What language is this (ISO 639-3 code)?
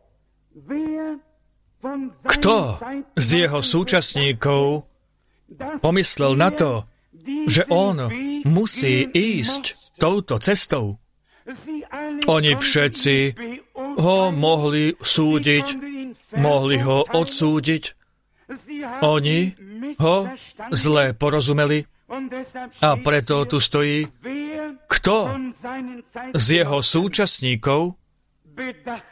slk